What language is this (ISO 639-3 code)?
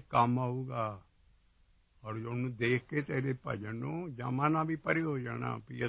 pan